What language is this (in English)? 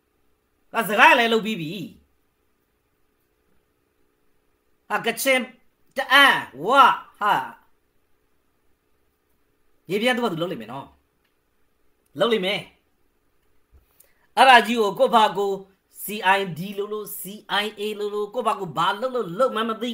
Burmese